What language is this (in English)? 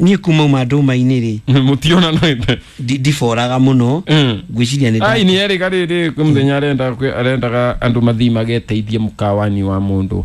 Kikuyu